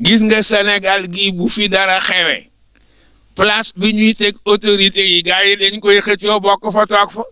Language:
Wolof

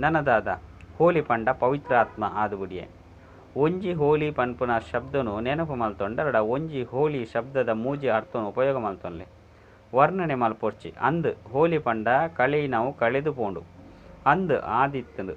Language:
Tulu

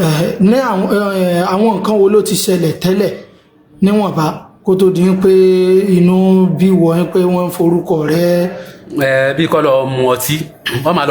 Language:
Yoruba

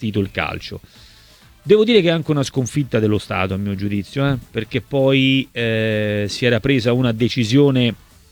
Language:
Italian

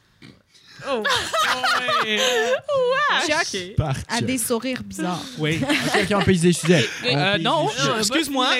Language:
French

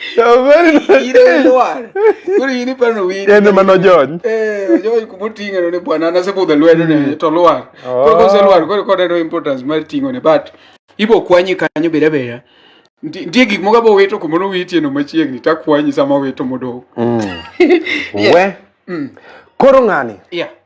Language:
Luo (Kenya and Tanzania)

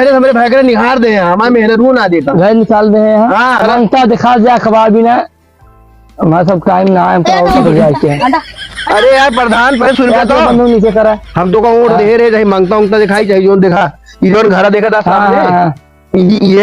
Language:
Awadhi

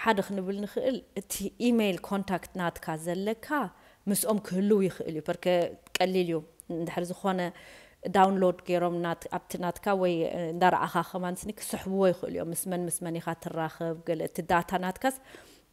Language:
Tigrinya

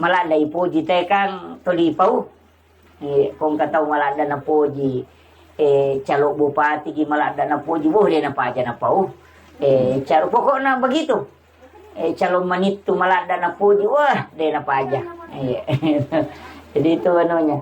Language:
Buginese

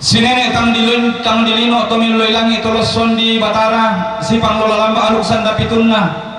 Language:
Toraja-Sa'dan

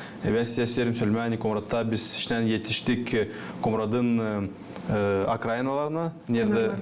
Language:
Gagauz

